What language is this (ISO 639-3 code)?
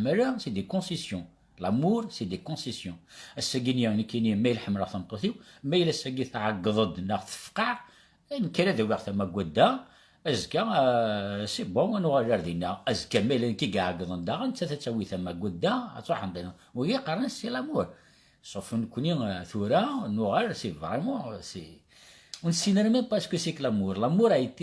kab